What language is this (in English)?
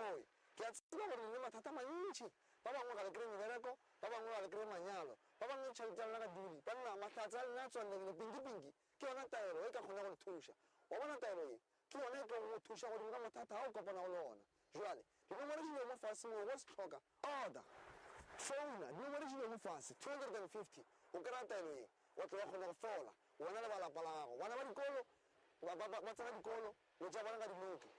Northern Sotho